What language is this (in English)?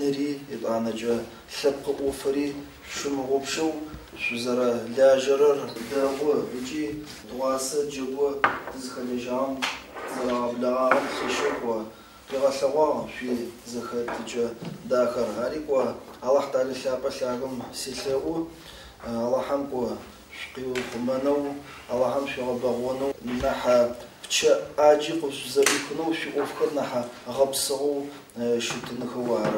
Adyghe